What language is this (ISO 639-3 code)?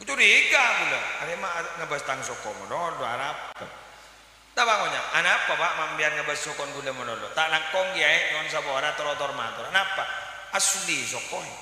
mad